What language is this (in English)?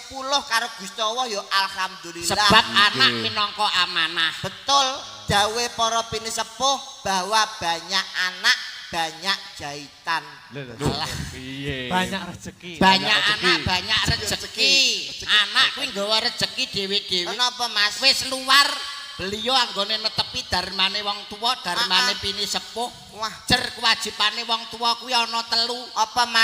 Javanese